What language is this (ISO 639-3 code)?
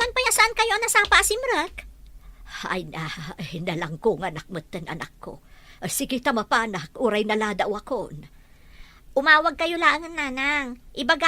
ilo